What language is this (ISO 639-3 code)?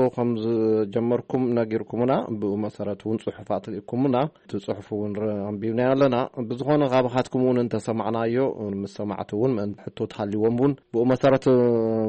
tir